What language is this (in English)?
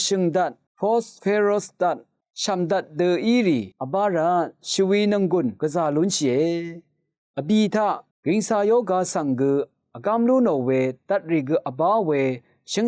Rawang